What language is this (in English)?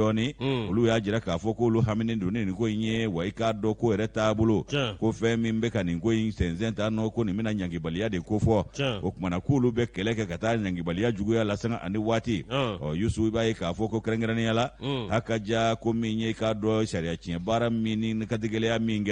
Bambara